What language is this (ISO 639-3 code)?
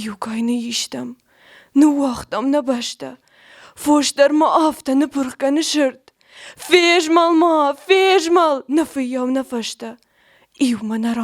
oss